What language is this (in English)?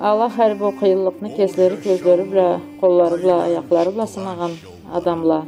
Karachay-Balkar